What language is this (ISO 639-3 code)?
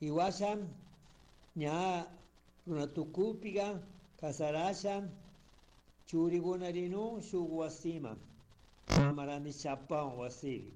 qug